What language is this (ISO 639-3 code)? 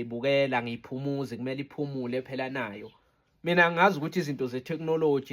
zul